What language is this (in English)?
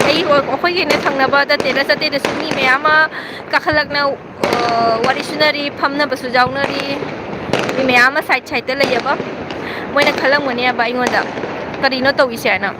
Manipuri